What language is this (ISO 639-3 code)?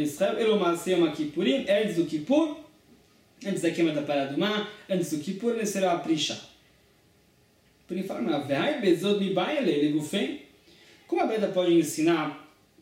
por